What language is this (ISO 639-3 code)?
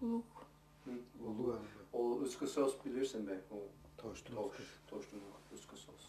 tyv